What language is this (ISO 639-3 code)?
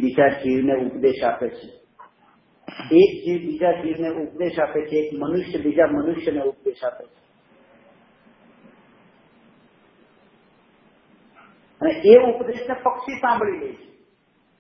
guj